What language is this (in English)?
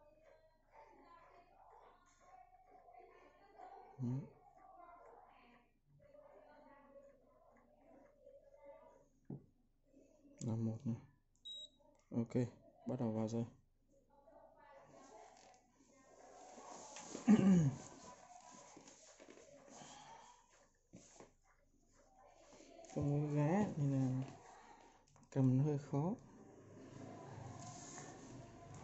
Vietnamese